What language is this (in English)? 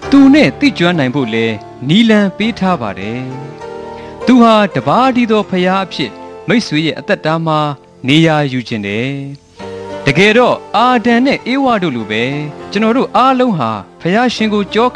Burmese